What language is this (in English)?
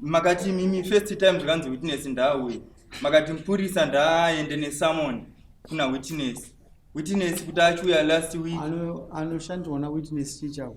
Shona